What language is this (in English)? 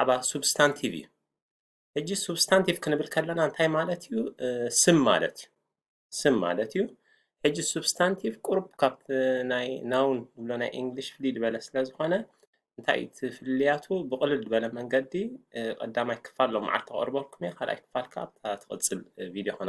Tigrinya